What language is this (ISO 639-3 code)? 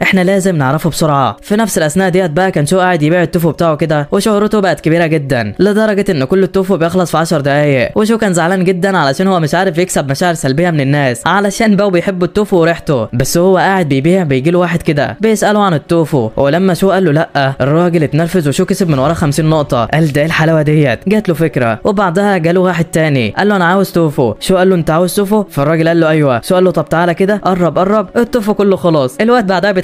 arz